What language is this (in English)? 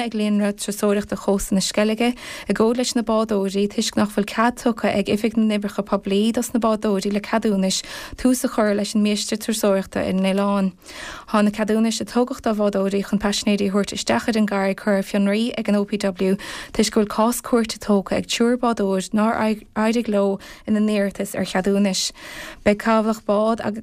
Irish